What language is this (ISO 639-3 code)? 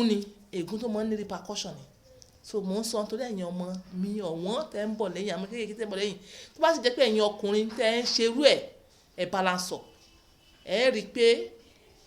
yor